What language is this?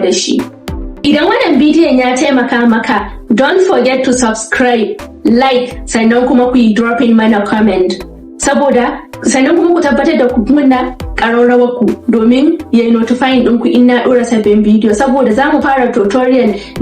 Hausa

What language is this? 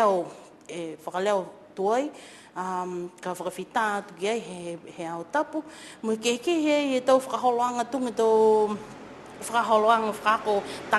Niuean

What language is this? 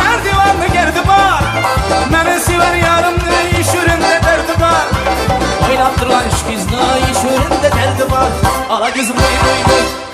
Kara-Kalpak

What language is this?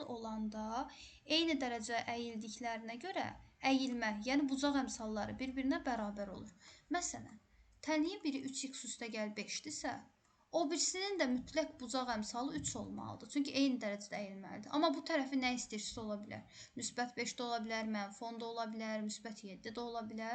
Azerbaijani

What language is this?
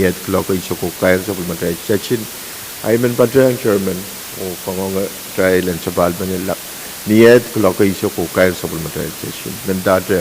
Pohnpeian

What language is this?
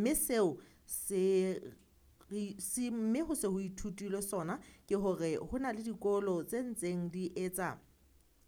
Southern Sotho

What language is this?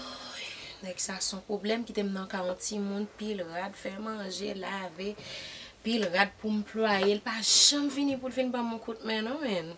Haitian Creole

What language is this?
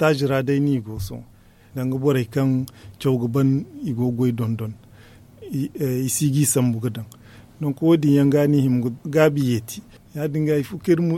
Zarma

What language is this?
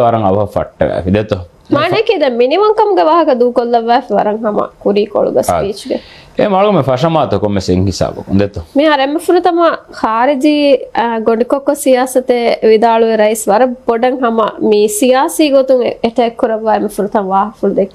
Divehi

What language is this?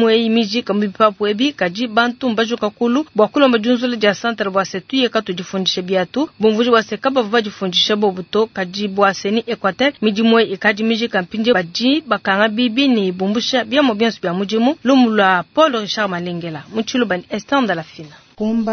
Luba-Lulua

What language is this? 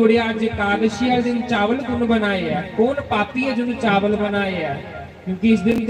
Dogri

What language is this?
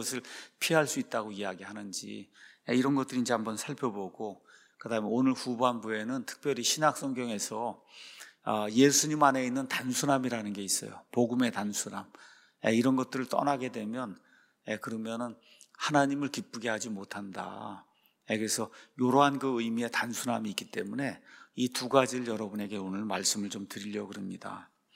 Korean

